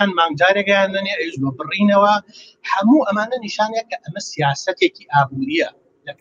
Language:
Central Kurdish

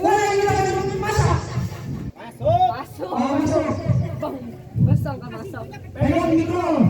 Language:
Betawi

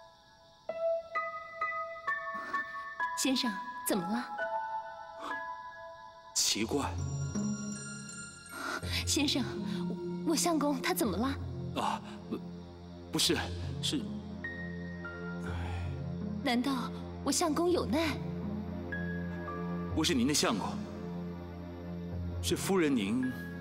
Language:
Chinese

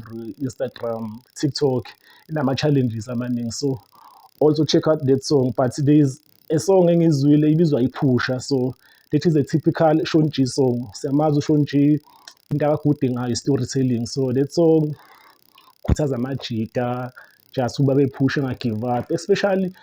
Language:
Zulu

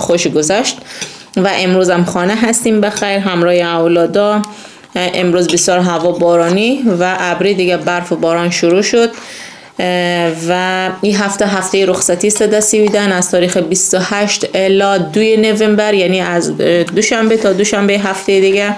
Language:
Persian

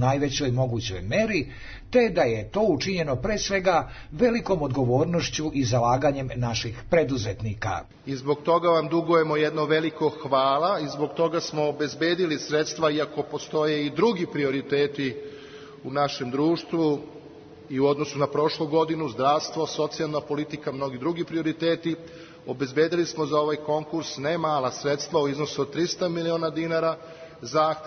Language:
Serbian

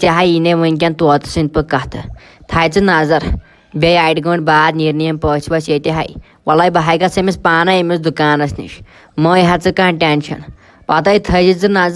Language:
Kashmiri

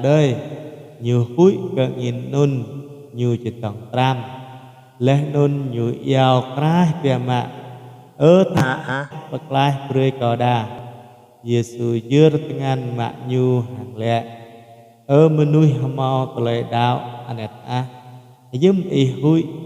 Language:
Jarai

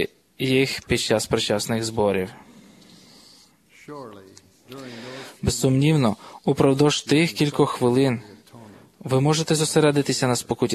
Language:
Ukrainian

